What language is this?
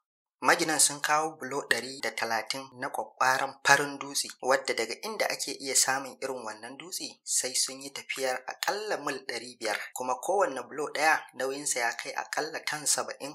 Hausa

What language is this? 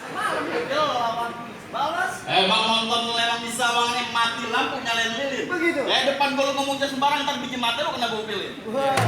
Betawi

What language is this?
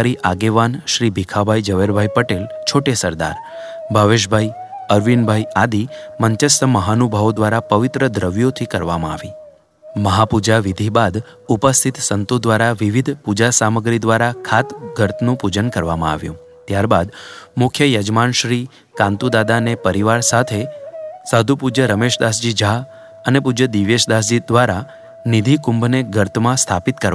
Gujarati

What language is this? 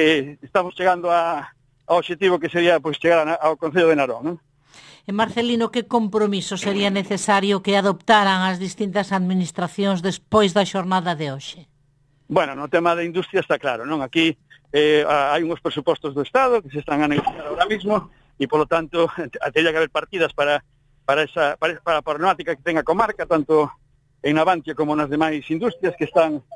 Galician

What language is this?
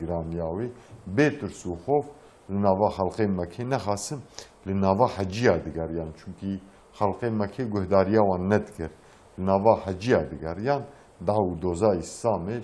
Kurdish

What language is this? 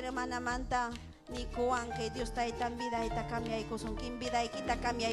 Ayacucho Quechua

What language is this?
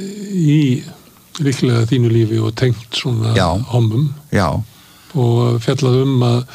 Icelandic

